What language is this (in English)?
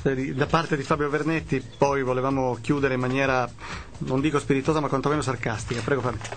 Italian